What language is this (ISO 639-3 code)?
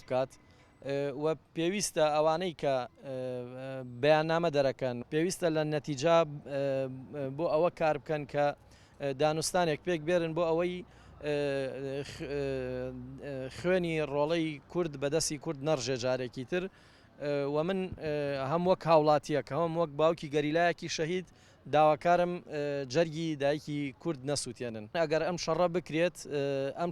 ckb